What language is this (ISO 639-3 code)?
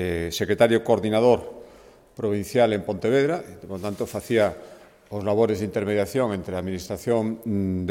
glg